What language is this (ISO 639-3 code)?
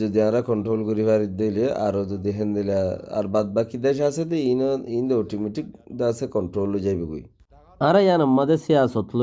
rhg